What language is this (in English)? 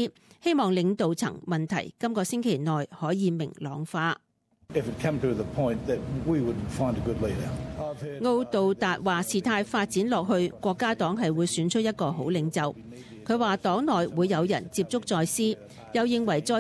Cantonese